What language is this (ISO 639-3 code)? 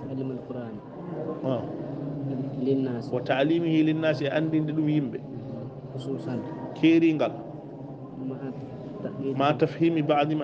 ful